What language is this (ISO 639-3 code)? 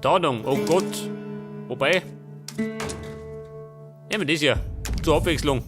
bar